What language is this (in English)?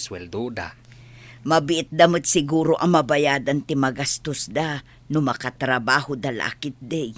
Iloko